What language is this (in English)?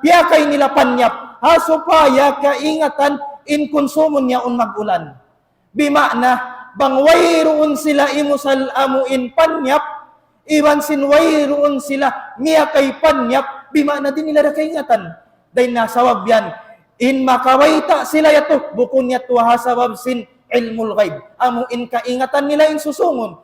Tausug